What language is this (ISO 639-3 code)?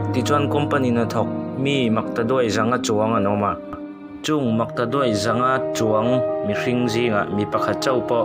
lus